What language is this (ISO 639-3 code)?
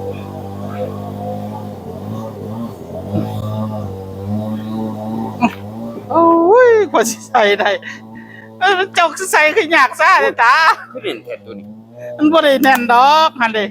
tts